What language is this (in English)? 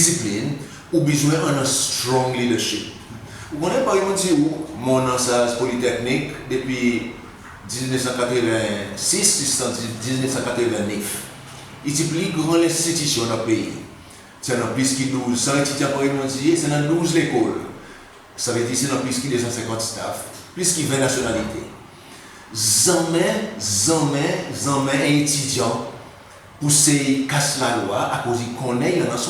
Seselwa Creole French